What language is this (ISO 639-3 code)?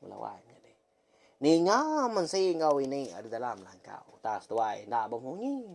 iba